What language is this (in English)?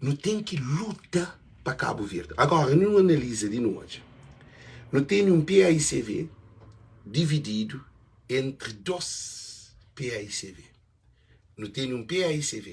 Kabuverdianu